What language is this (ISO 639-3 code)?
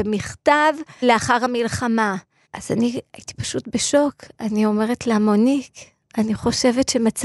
heb